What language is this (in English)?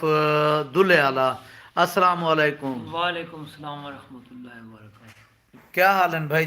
Saraiki